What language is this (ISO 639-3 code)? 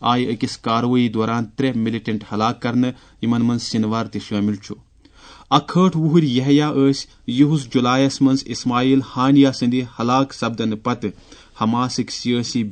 kas